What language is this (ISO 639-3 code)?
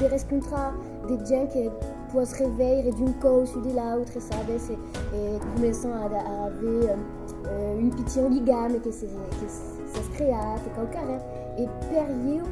oci